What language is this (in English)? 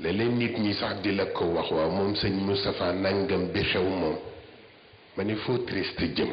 Wolof